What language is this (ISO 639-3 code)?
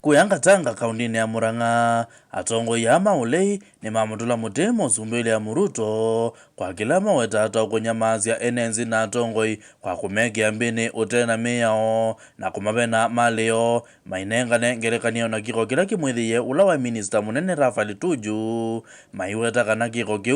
kam